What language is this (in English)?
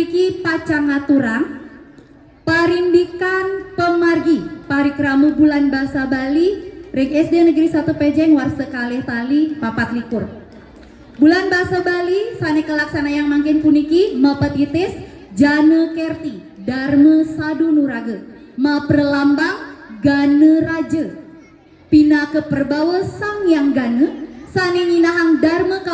Balinese